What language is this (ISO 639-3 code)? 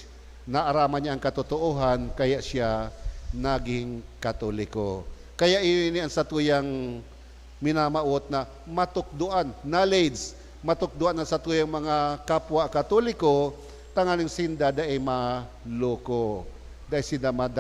bik